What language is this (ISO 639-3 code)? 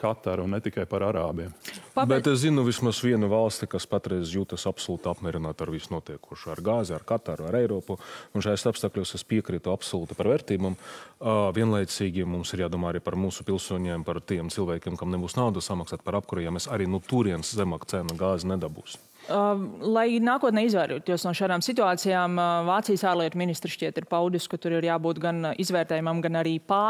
lav